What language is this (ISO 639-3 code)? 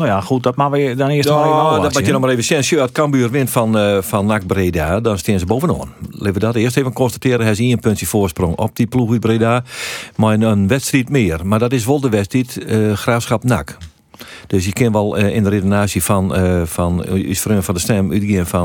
fry